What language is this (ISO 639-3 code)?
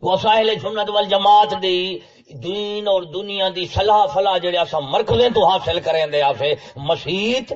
skr